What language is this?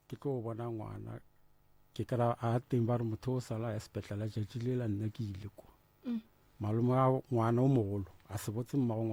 Northern Sotho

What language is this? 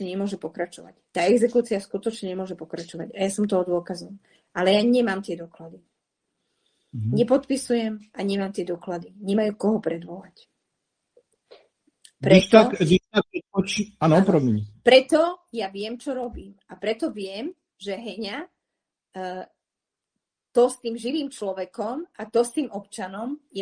Slovak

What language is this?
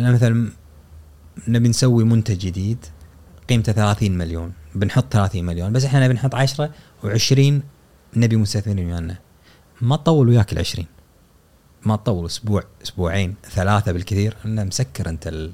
Gulf Arabic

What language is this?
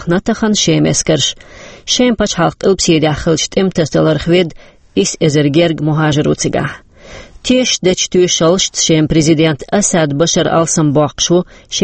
Chechen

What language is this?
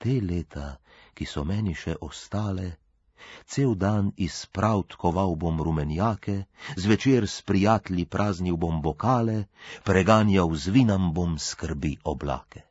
Slovenian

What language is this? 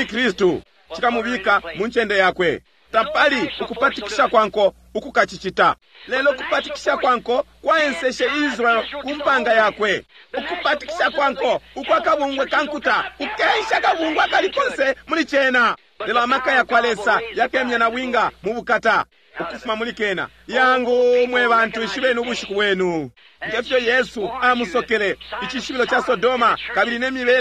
Bemba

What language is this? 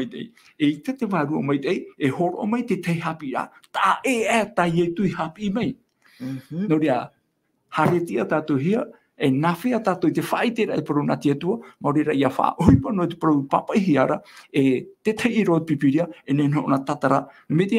Tahitian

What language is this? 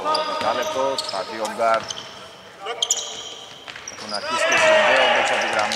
Greek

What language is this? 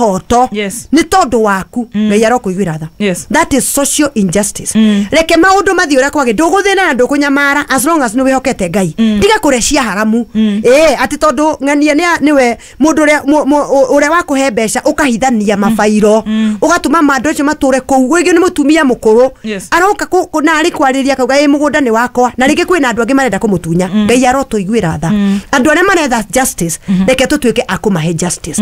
Kikuyu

